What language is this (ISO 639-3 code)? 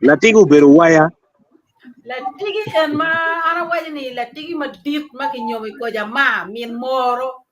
ach